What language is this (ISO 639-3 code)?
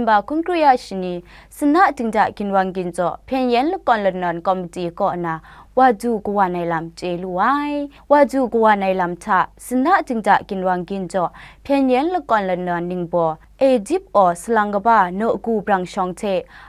kac